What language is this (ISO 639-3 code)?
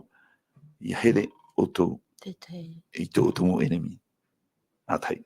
tah